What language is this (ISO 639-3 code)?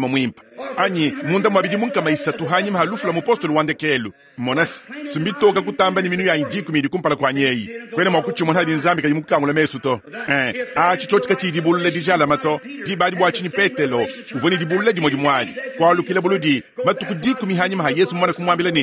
lua